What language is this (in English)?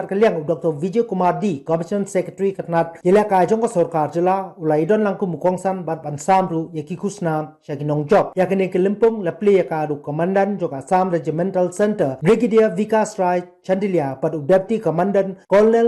Khasi